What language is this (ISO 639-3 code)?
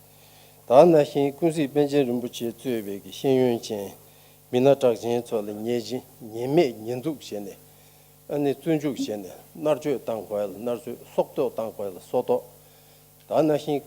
bod